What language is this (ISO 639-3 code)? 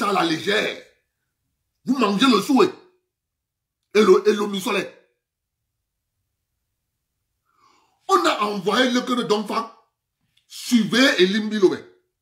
fra